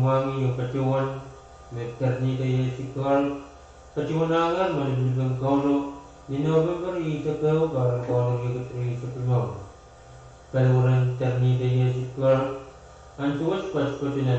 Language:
Pohnpeian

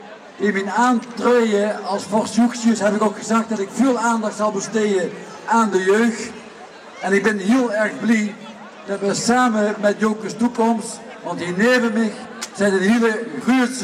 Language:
Limburgish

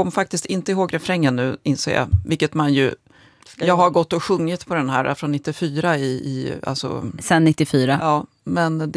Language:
Swedish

